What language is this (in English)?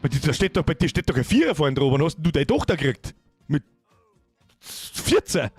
Bavarian